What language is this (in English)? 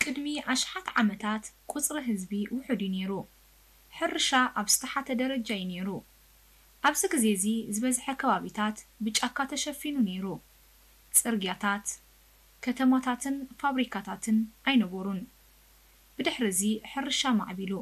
Tigrinya